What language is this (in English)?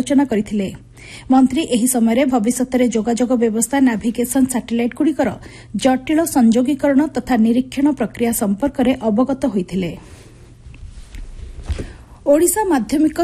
Odia